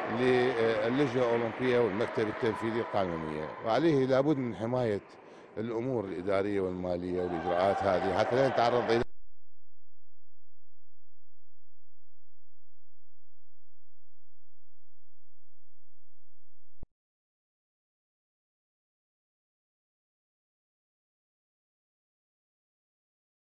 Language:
Arabic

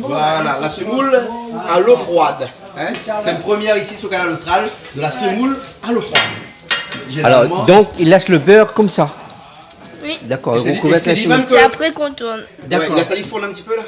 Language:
Réunion Creole French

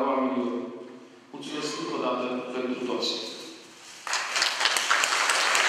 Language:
Romanian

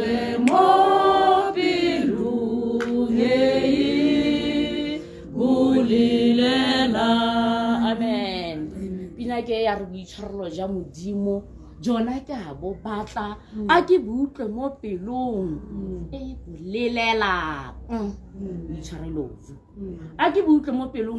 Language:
Tswana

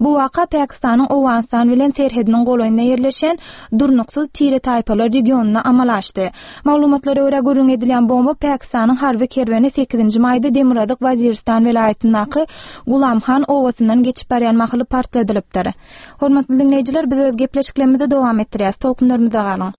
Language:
Turkmen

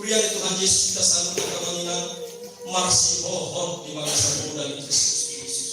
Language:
Batak Toba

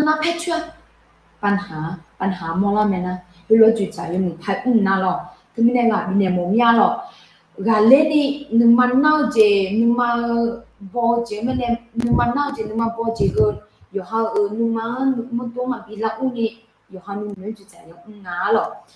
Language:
Akha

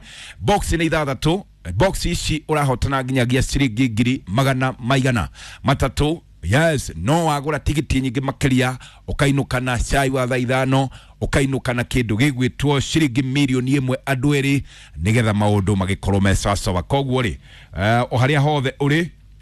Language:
Kikuyu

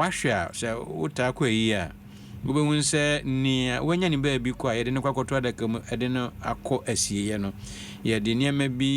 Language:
Akan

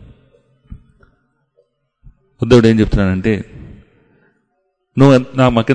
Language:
Telugu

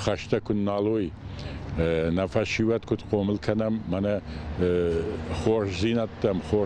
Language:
Ossetic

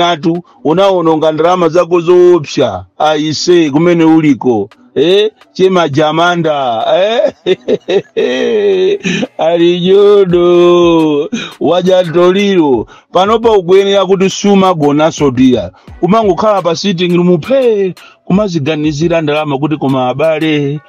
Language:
Nyanja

